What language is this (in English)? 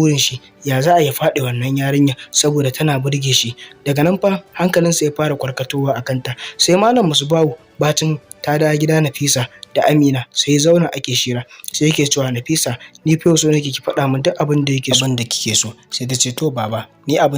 Hausa